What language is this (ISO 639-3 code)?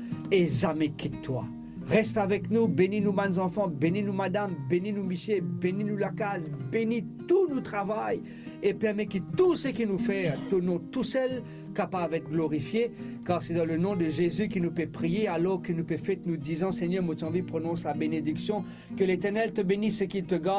mfe